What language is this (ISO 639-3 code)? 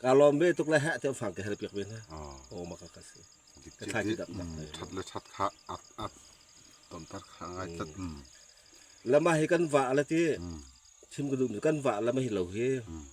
cfm